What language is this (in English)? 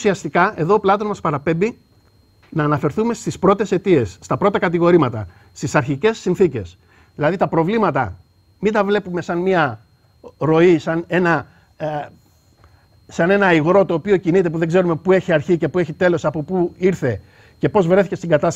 Greek